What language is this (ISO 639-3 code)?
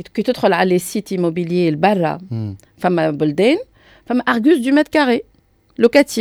aeb